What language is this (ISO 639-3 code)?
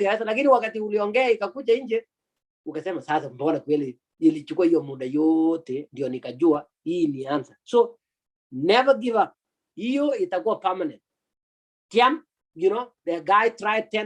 kln